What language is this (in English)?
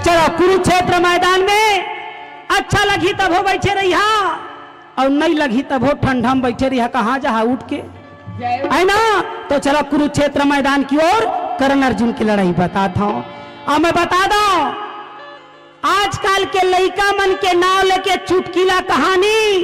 Chhattisgarhi